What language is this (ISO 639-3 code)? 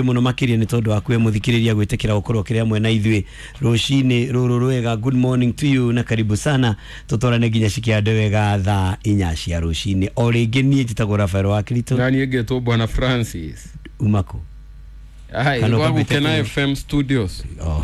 kik